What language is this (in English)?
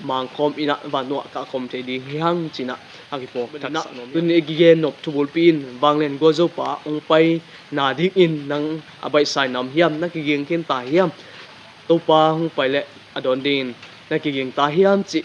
Tedim Chin